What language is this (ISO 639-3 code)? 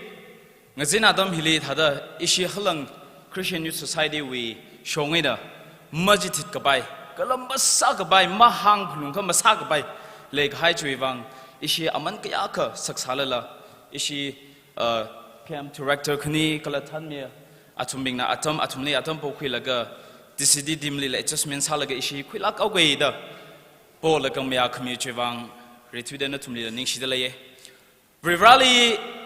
nmf